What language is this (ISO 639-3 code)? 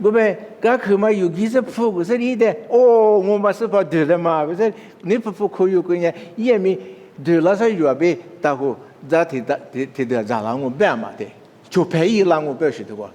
lis